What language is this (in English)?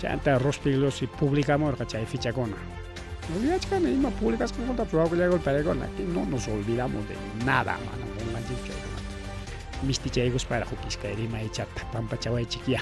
Ayacucho Quechua